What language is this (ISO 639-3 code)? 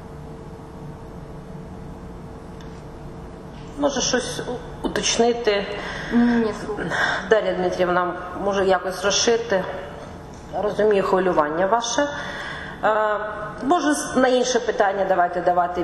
ukr